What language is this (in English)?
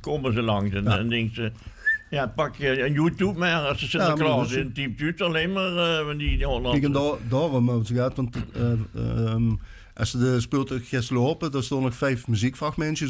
Limburgish